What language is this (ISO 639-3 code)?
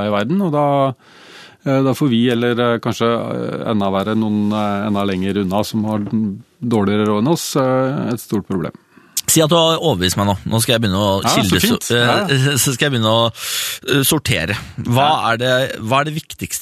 nor